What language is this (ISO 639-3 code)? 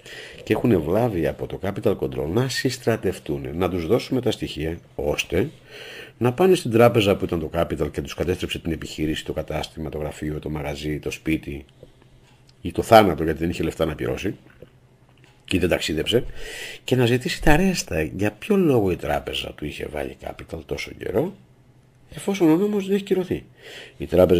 ell